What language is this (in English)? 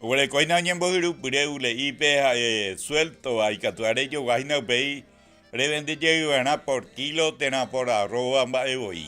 Guarani